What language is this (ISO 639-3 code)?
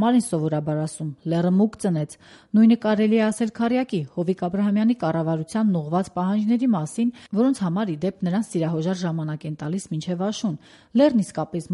hye